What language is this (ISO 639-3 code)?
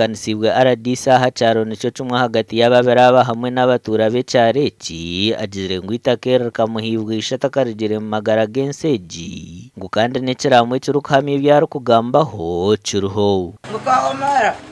nyn